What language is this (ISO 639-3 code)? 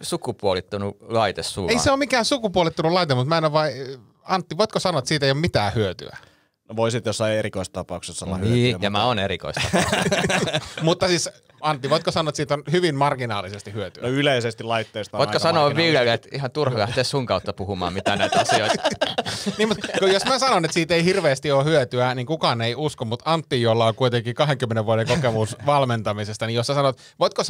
fin